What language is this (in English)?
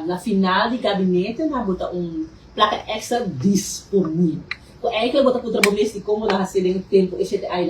Papiamento